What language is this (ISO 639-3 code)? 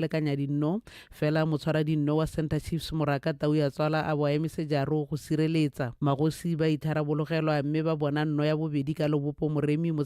tsn